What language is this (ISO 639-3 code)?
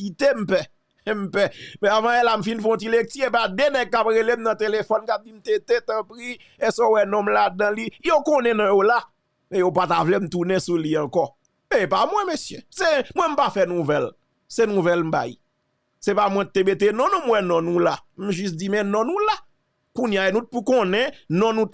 hat